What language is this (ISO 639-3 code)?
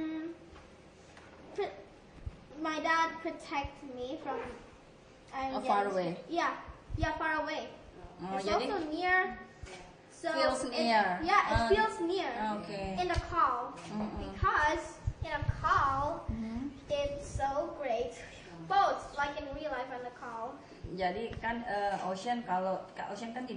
ind